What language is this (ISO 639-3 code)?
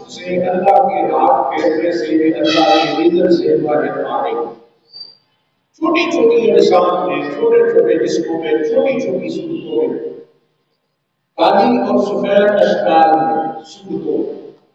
urd